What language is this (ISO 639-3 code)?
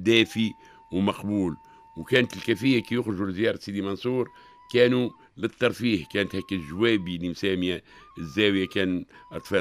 aeb